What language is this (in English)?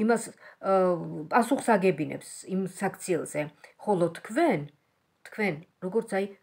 Georgian